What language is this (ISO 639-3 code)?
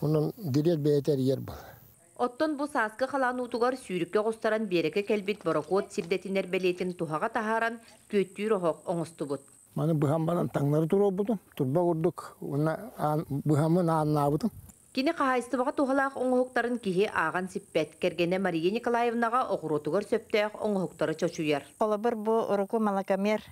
sah